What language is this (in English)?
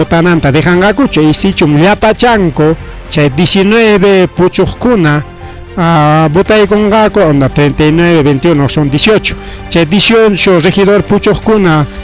Ayacucho Quechua